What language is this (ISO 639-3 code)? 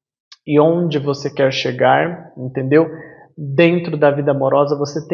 por